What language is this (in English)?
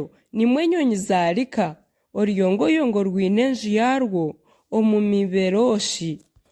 Nyankole